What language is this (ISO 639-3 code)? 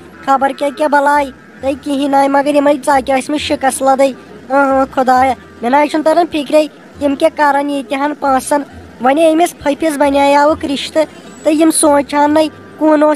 kas